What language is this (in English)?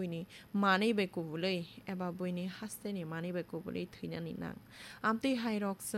Kok Borok